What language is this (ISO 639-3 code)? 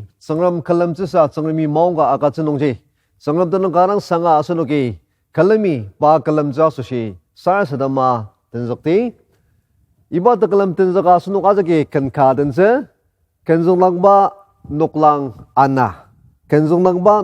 njo